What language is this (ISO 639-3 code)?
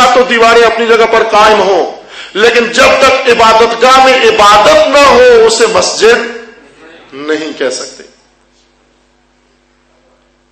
urd